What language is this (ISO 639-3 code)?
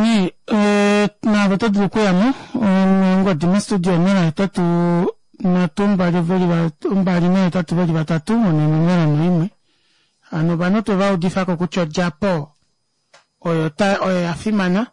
kua